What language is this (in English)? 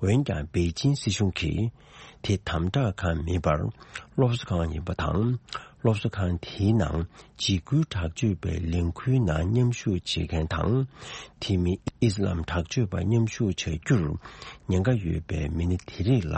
Tibetan